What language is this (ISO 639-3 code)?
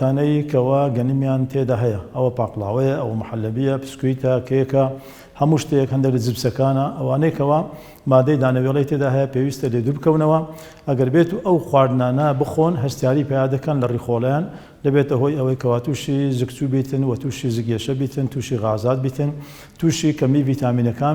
ckb